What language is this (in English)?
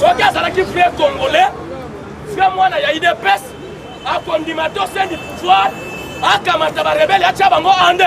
Lingala